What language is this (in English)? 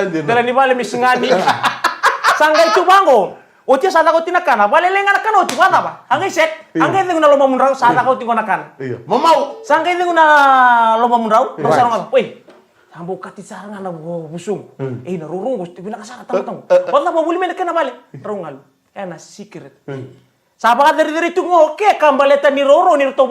Fijian